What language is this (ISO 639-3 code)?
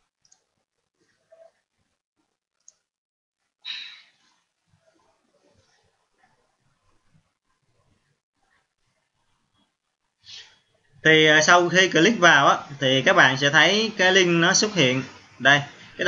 vie